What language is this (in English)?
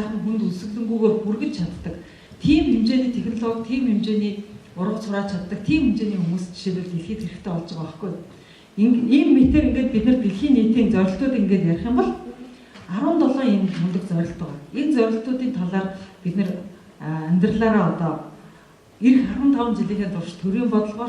Mongolian